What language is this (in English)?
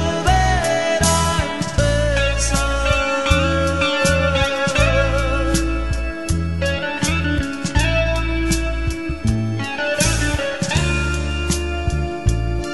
Spanish